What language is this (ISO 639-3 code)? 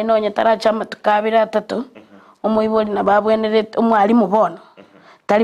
guz